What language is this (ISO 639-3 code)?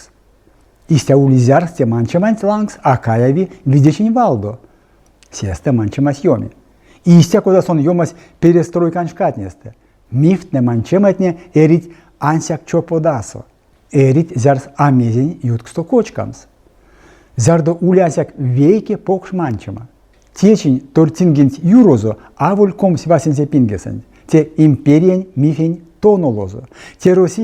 myv